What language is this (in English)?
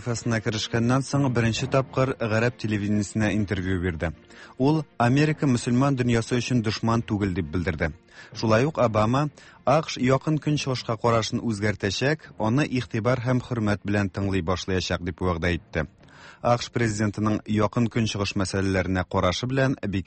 Tatar